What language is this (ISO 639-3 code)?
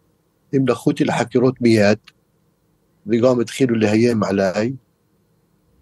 heb